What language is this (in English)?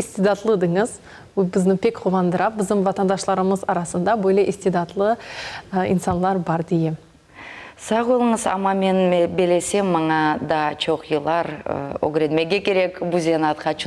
Crimean Tatar